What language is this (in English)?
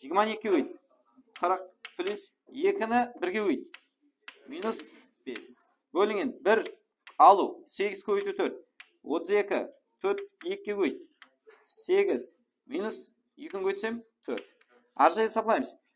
Kara-Kalpak